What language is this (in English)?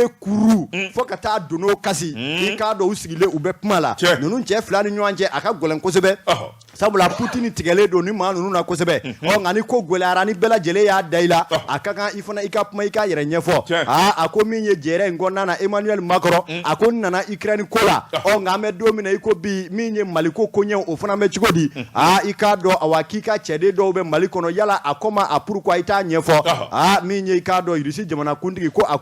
Bambara